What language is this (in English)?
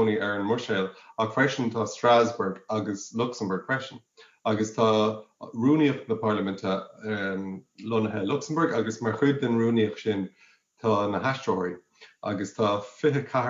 Irish